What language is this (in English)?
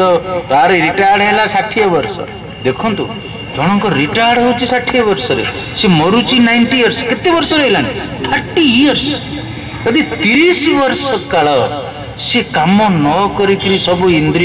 Odia